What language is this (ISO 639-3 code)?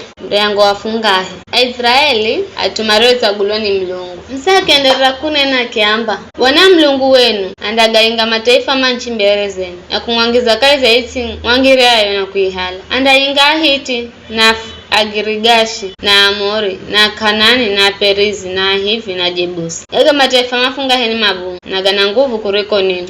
nyf